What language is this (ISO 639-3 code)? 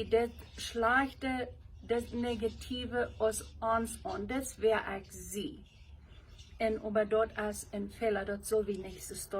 pdt